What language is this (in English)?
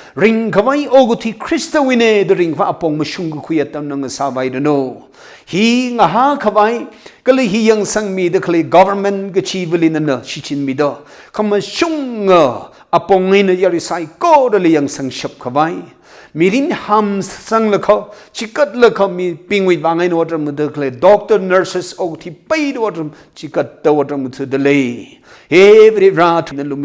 Tangkhul Naga (India)